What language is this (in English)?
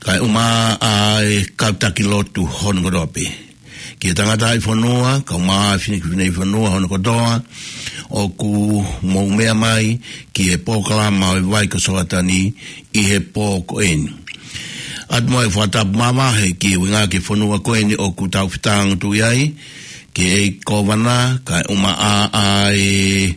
Tongan